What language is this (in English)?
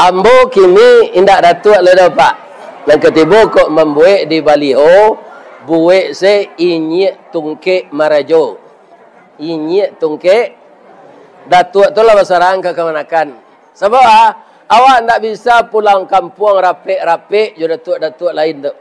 Minangkabau